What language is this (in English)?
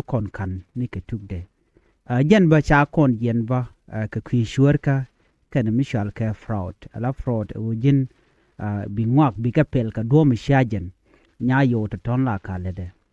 Nuer